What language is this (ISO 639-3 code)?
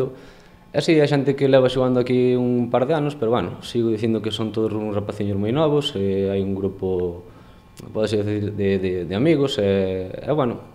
glg